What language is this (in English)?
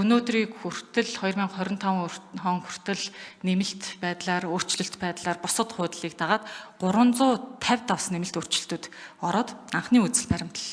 Mongolian